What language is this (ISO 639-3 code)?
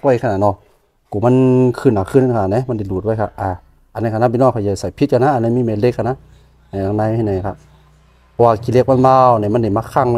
shn